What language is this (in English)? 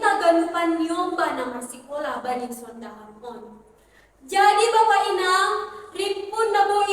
Batak Simalungun